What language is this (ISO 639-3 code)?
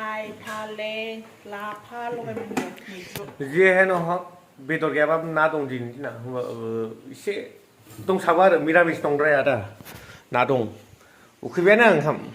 brx